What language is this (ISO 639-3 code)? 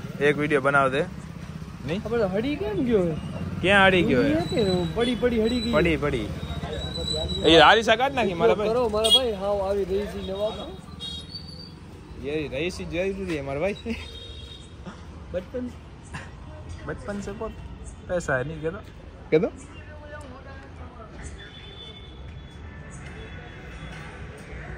guj